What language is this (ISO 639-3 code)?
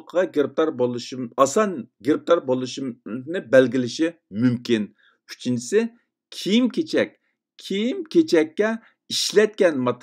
uig